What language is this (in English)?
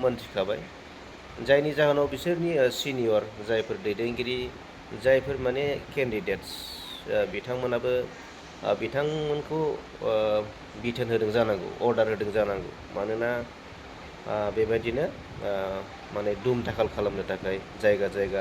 Bodo